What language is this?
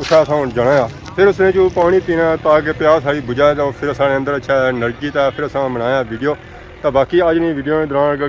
Pahari-Potwari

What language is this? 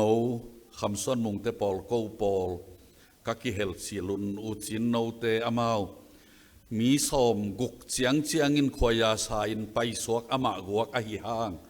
Tedim Chin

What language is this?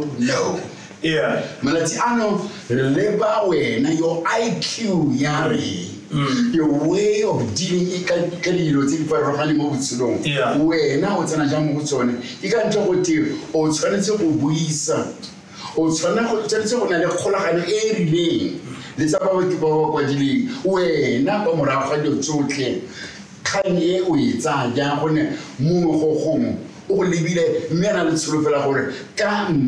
Tswana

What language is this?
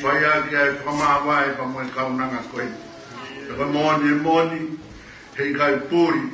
Tongan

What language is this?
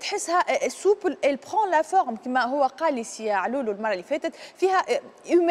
Tunisian Arabic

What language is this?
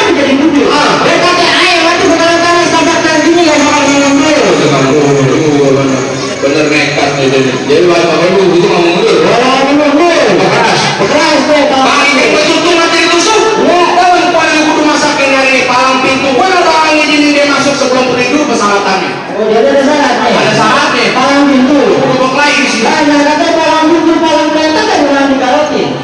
Betawi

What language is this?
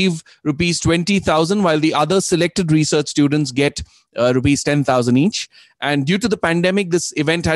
English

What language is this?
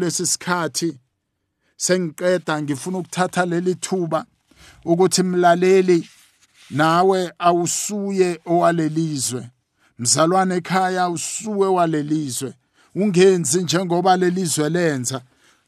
South Ndebele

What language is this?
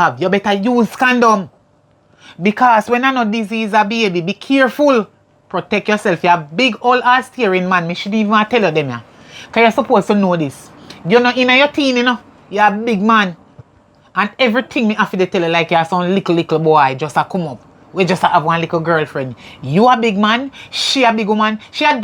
Jamaican Creole English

